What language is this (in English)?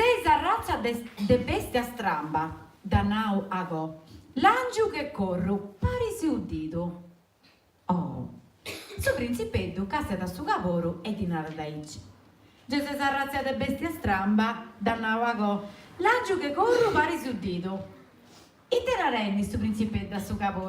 Sardinian